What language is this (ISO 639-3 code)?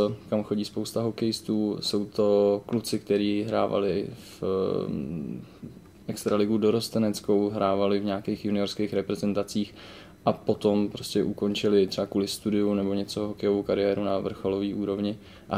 ces